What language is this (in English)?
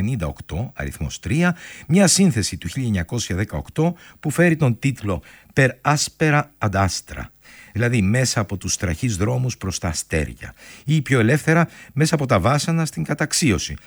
Greek